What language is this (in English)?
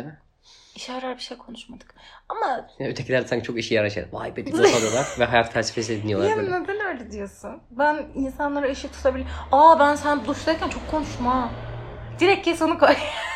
Turkish